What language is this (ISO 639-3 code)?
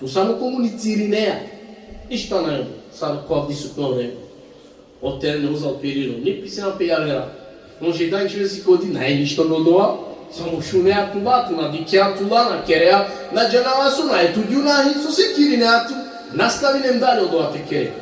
rmn